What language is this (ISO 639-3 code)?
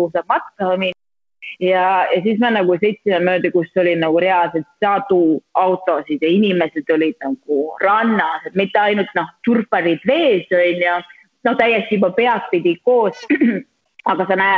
est